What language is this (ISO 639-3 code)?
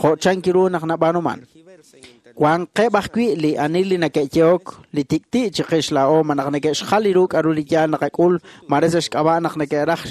kek